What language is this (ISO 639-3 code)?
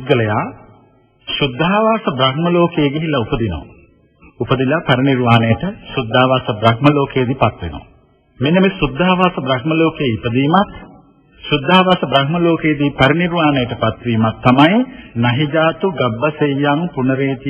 sin